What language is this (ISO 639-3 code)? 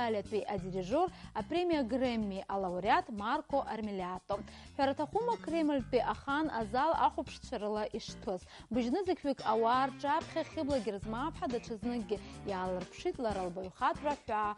abk